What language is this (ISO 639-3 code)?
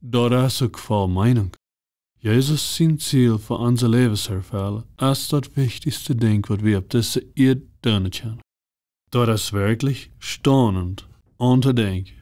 pdt